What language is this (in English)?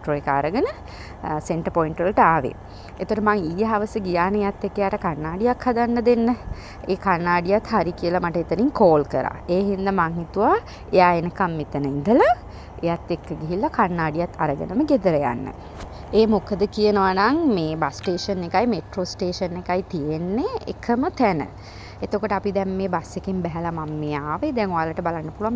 Sinhala